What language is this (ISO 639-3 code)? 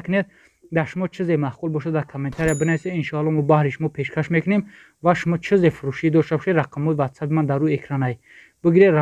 tgk